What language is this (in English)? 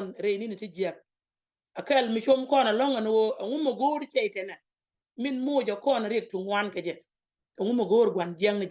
Nuer